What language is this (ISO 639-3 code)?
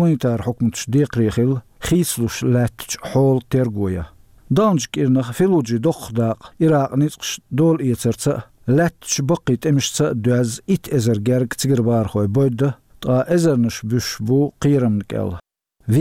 che